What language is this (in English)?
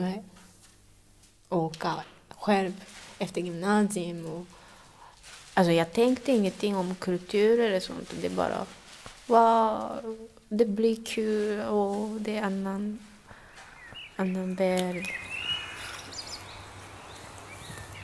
Swedish